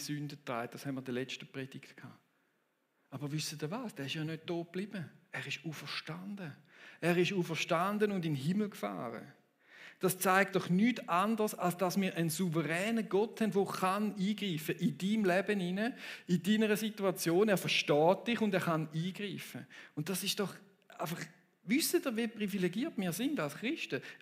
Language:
Swiss German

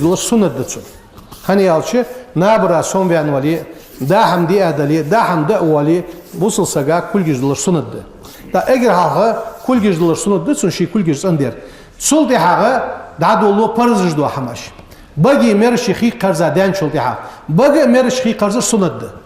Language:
Ingush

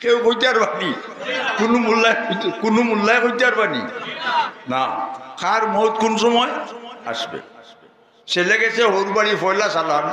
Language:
Sylheti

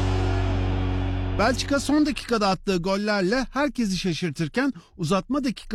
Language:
Turkish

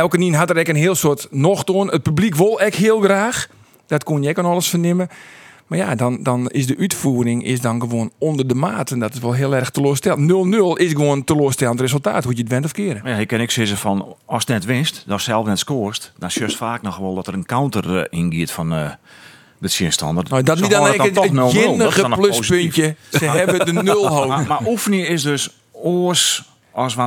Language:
Western Frisian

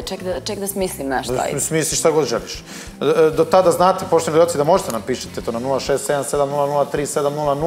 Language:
Serbian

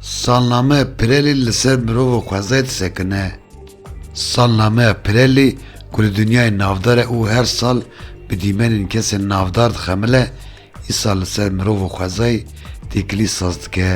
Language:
Kurdish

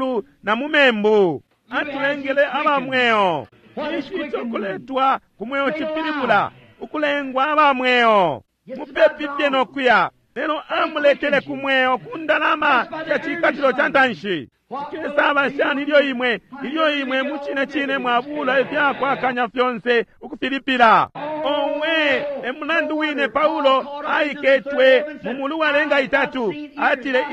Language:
Bemba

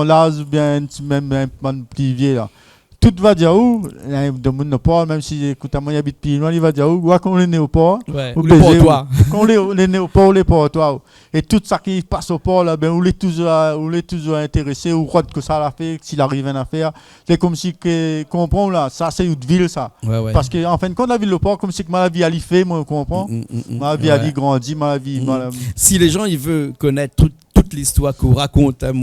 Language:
Réunion Creole French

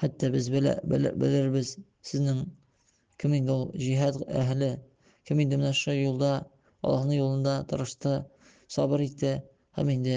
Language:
Tatar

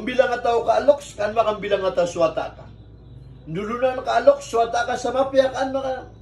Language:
Maranao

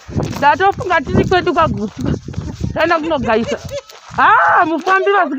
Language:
Shona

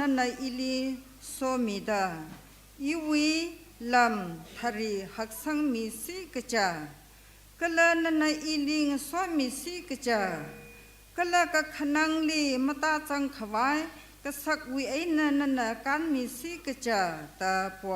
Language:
Tangkhul Naga (India)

